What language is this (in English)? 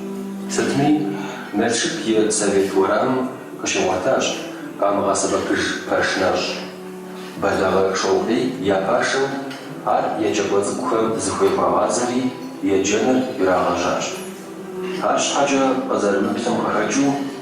Kabardian